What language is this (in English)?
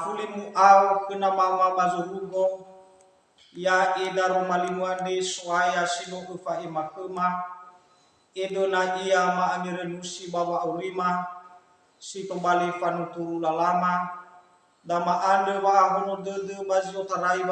Nias